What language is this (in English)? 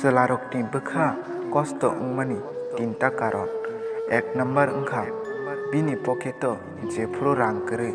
Kok Borok